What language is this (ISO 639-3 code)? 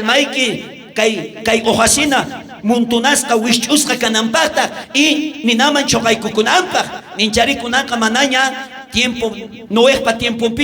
quh